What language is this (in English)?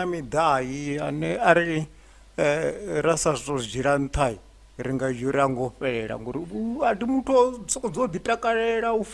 Venda